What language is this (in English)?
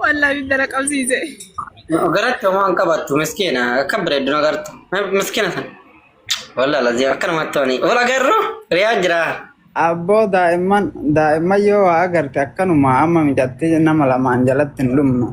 Oromo